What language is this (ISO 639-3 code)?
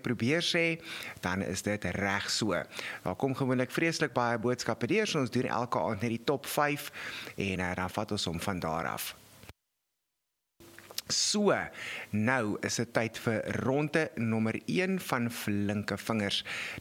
afr